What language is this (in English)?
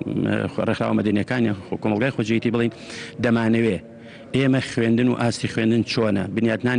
Central Kurdish